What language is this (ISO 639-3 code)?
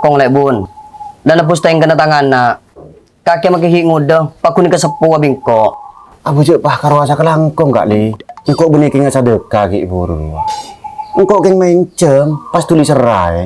mad